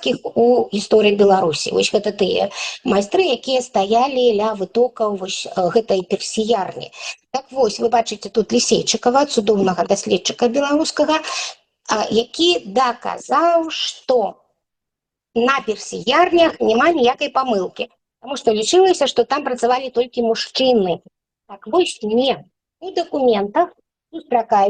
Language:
Belarusian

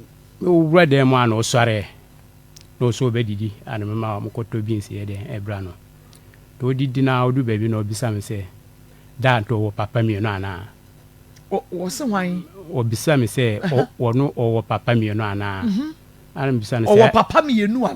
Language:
Akan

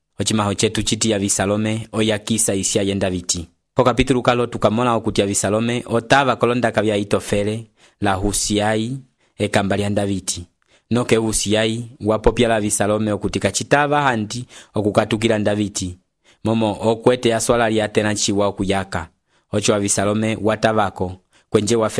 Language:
Umbundu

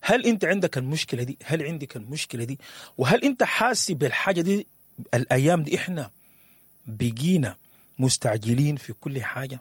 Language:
Sudanese Arabic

